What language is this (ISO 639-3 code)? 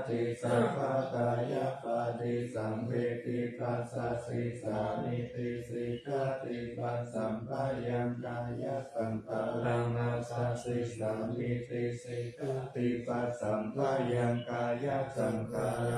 pli